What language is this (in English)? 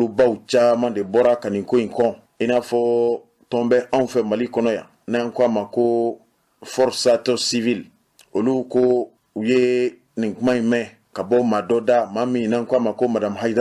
Bambara